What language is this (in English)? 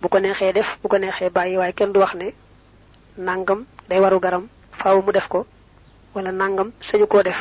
Wolof